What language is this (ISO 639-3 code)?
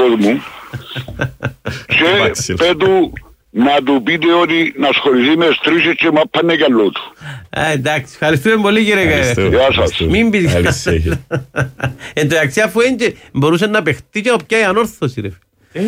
ell